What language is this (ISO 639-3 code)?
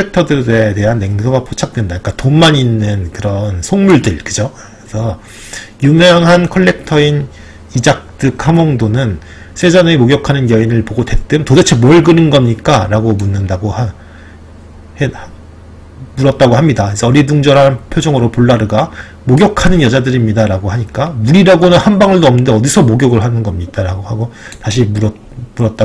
kor